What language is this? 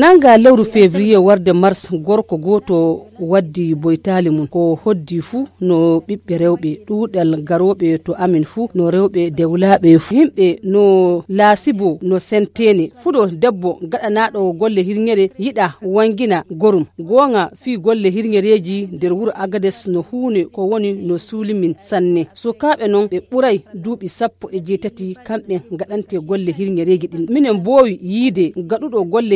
Fula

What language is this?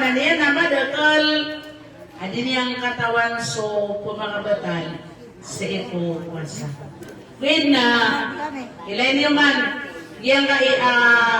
Maranao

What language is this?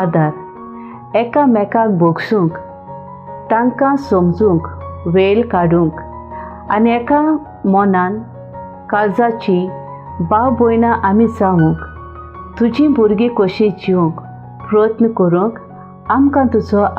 Konkani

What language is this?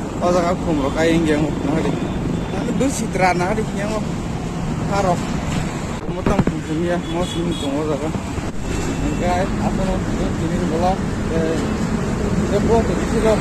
Kok Borok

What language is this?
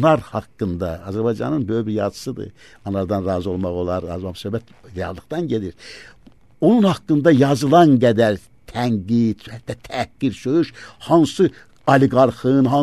Azerbaijani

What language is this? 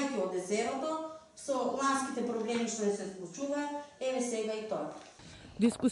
Macedonian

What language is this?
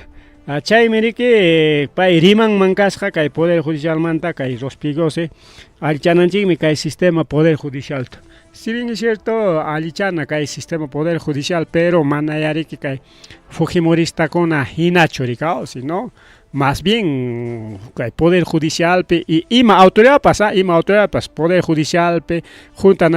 Ayacucho Quechua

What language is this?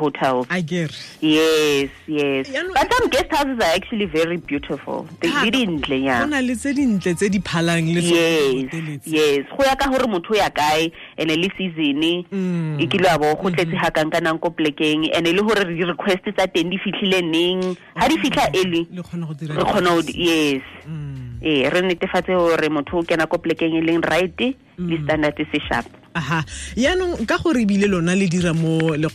Tswana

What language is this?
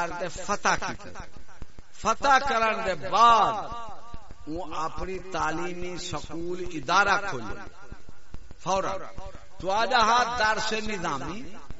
Saraiki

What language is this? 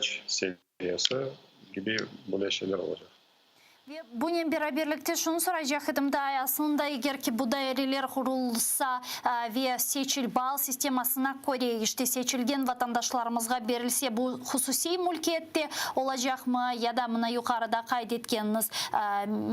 Crimean Tatar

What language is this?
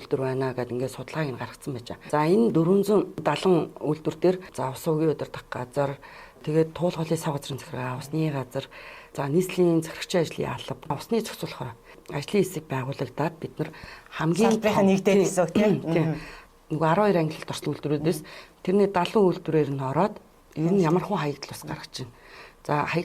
Mongolian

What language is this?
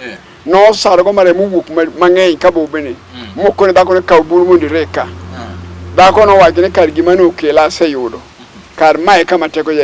Luo (Kenya and Tanzania)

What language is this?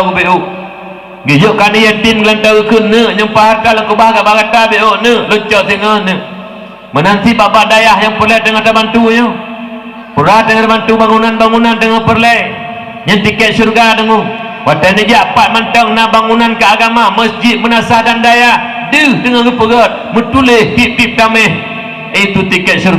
Achinese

